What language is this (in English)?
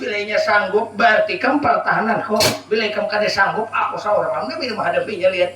Banjar